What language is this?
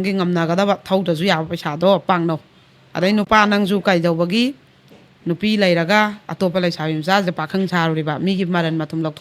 Manipuri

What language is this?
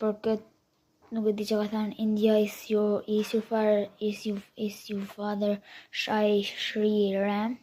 Albanian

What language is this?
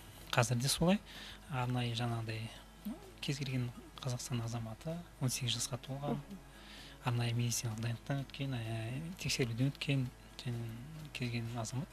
Kazakh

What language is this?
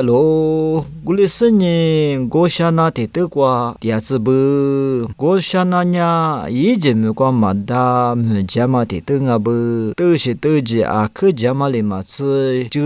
Lisu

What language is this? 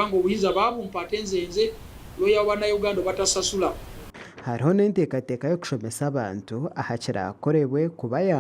Nyankole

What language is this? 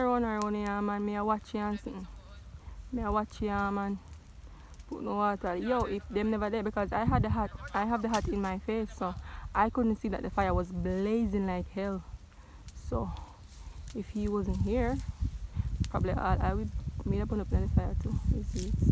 Jamaican Creole English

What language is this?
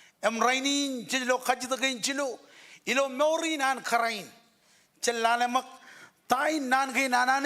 Marshallese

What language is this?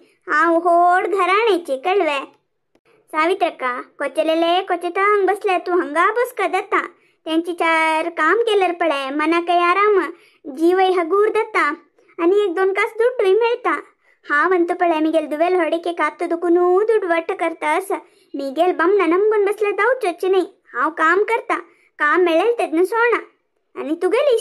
Konkani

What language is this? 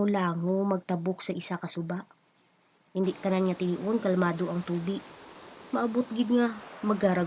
Hiligaynon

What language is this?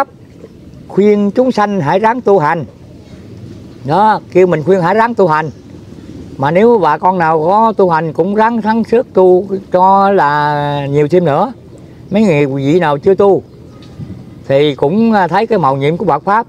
Vietnamese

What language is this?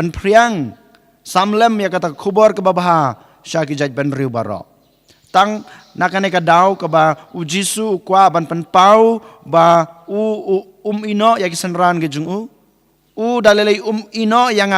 Khasi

